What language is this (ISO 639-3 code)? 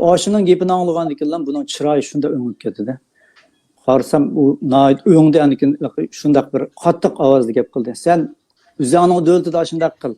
uig